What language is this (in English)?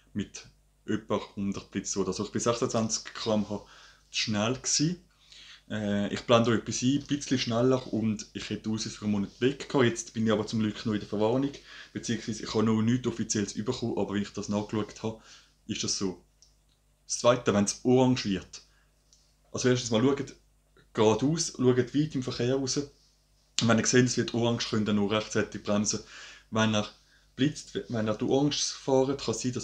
Swiss German